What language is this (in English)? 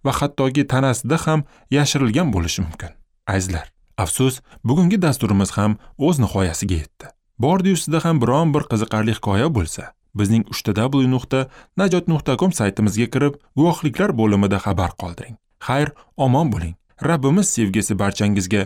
Uzbek